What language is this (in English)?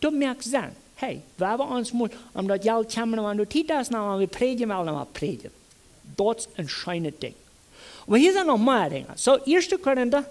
Plautdietsch